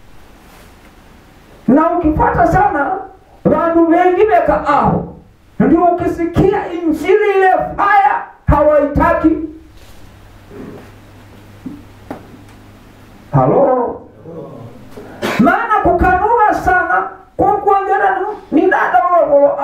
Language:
Swahili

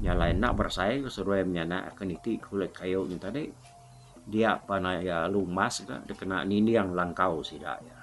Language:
Iban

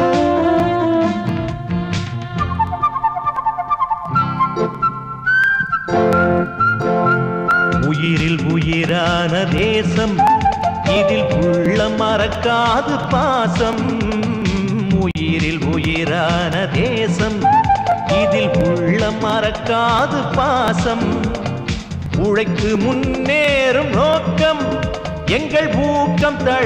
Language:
Tamil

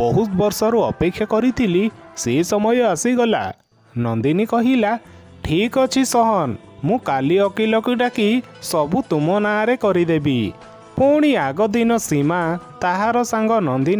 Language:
Odia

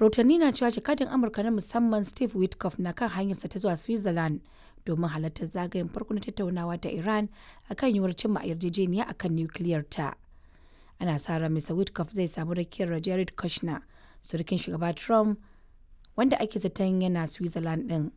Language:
Hausa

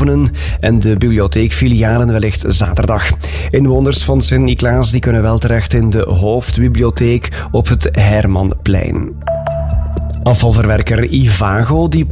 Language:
Dutch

